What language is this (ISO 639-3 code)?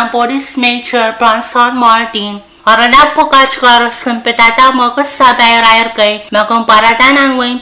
pon